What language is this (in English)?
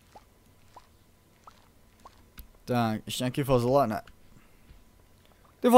Czech